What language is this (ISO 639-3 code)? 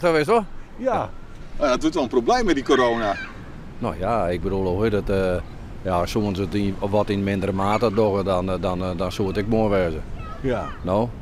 fry